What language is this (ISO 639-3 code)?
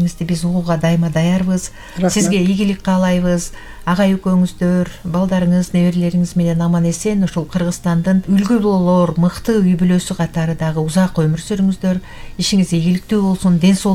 kir